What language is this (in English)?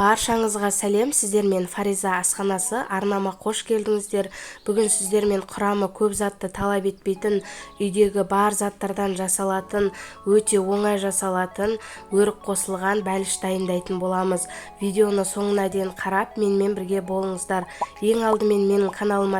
Kazakh